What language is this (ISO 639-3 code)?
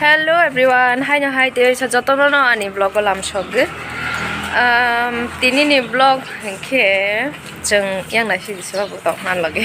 trp